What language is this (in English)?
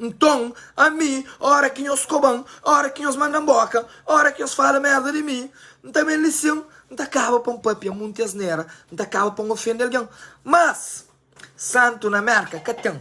Kabuverdianu